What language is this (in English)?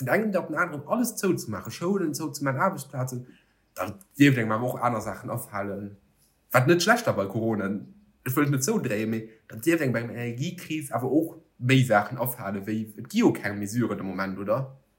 Luxembourgish